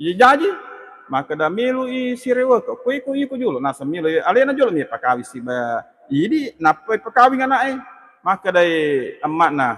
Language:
Buginese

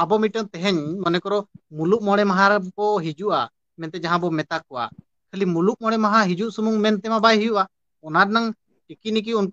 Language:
Santali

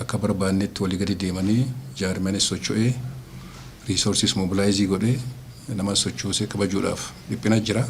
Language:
Oromo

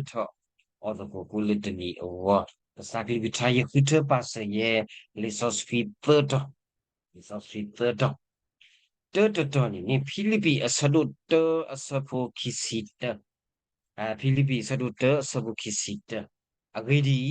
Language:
S'gaw Karen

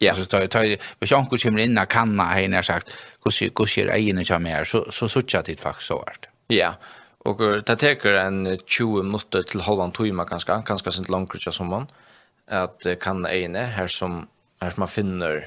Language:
Faroese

